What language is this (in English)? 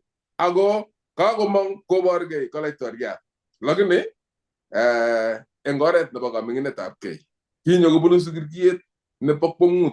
Kalenjin